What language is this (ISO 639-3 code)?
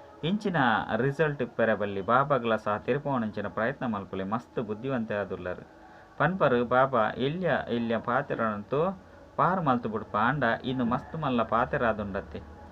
tcy